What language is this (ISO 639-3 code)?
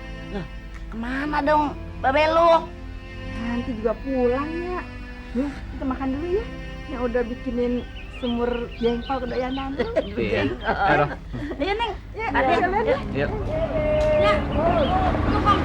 bew